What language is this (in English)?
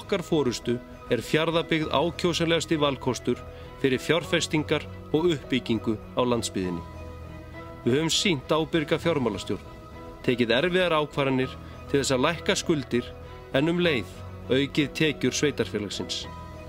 Icelandic